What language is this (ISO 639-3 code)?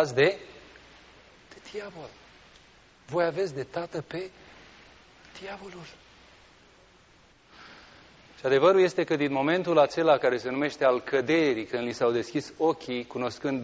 ron